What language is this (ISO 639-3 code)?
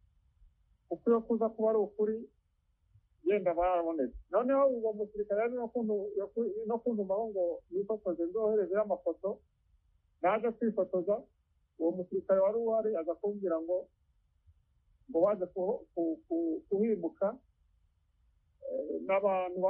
kin